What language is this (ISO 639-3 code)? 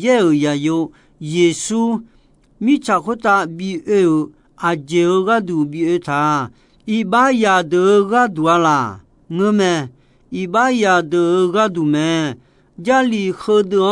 ahk